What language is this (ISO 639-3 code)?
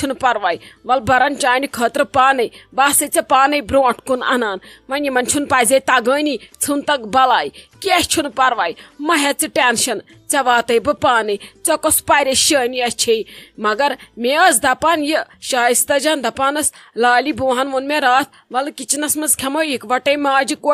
kas